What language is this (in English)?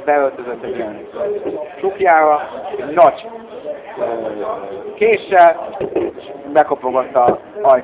Hungarian